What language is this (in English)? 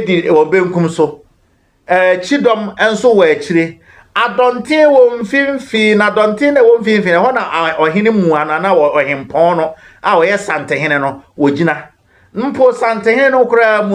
Akan